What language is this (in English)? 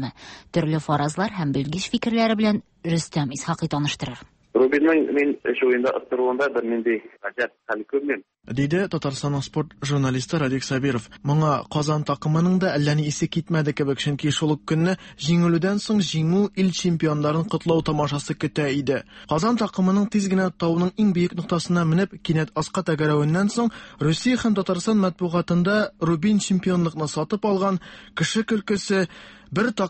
Tatar